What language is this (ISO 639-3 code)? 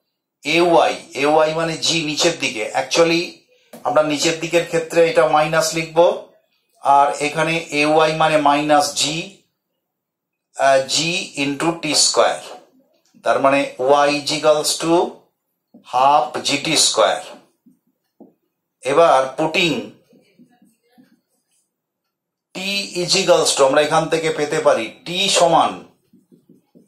ben